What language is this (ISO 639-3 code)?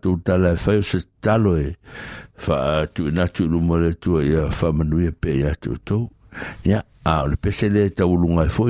smo